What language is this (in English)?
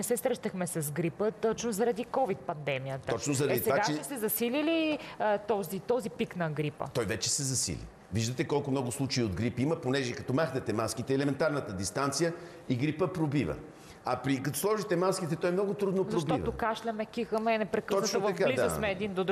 Bulgarian